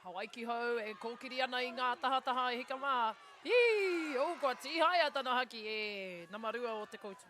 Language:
Māori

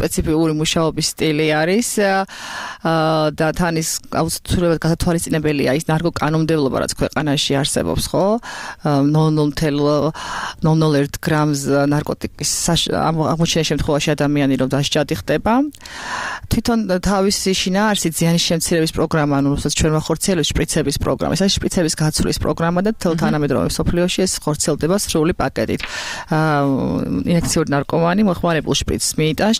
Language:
Georgian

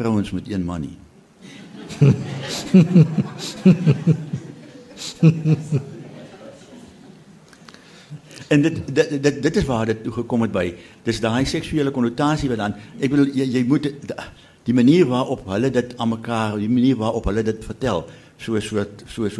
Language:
Afrikaans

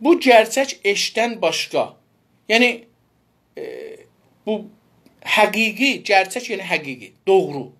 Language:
South Azerbaijani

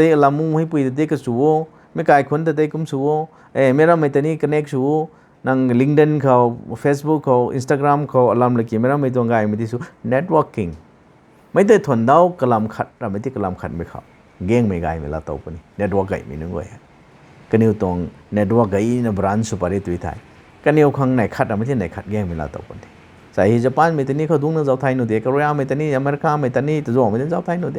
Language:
Rongmei Naga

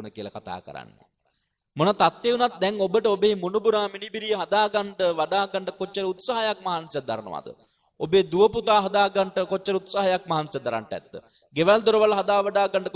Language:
Sinhala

